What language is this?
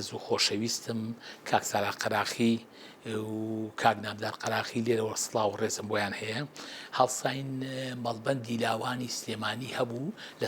Central Kurdish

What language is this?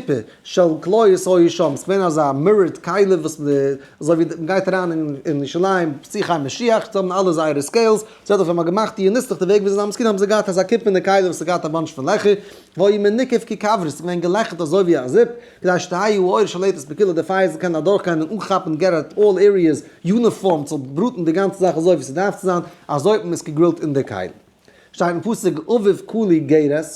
Yiddish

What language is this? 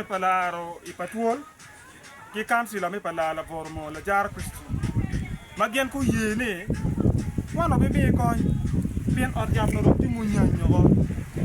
Acoli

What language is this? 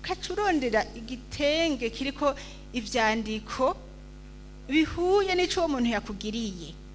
Rundi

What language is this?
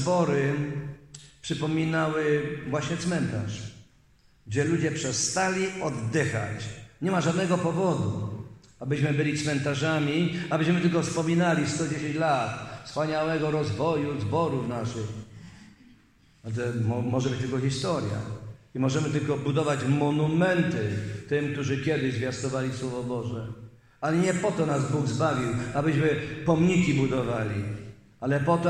Polish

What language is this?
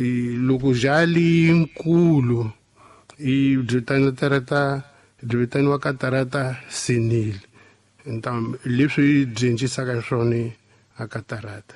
Tsonga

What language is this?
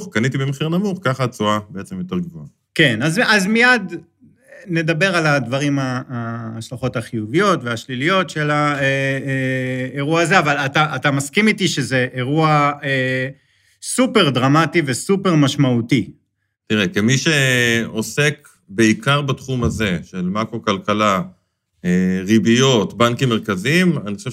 Hebrew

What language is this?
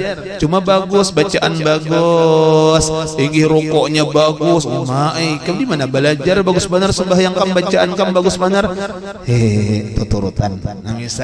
Banjar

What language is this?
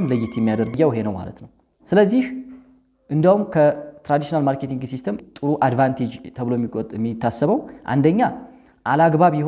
Amharic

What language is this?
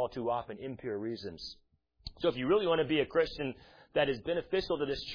English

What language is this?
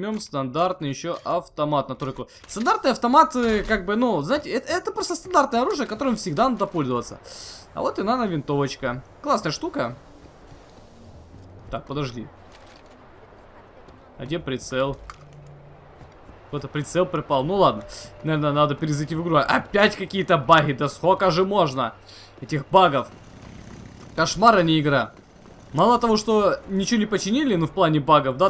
Russian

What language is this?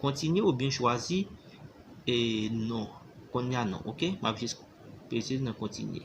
Haitian Creole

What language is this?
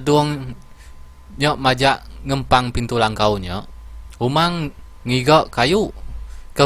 Iban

